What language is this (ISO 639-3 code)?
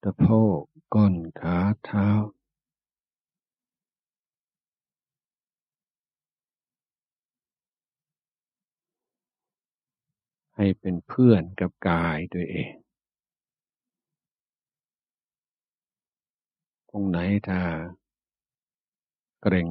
tha